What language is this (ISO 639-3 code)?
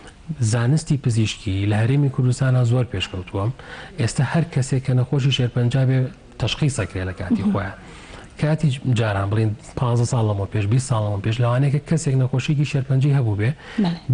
ckb